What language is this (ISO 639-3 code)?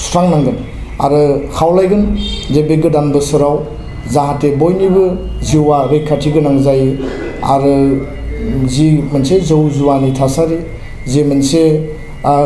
brx